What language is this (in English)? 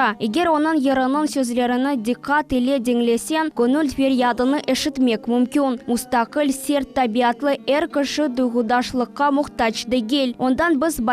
Crimean Tatar